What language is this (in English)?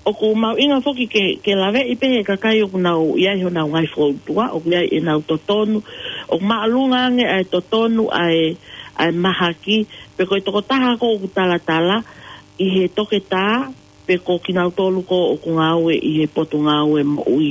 Tongan